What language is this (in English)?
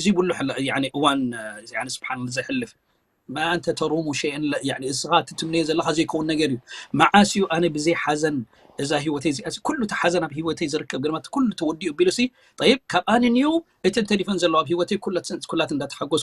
Tigrinya